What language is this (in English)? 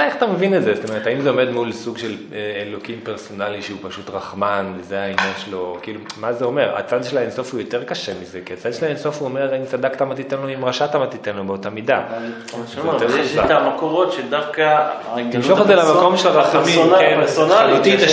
Hebrew